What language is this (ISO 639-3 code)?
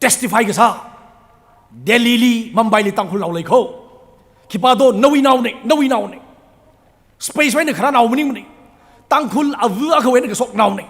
nmf